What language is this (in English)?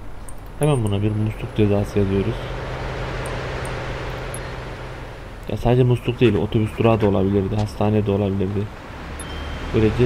Turkish